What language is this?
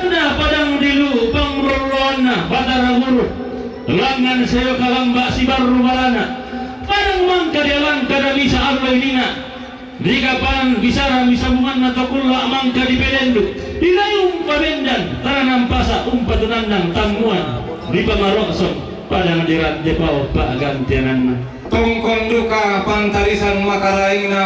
Toraja-Sa'dan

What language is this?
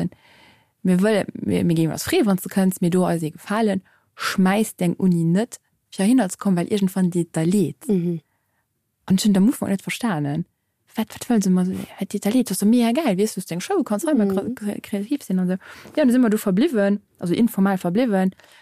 Luxembourgish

